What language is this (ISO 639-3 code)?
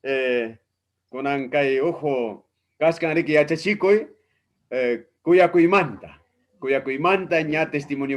quy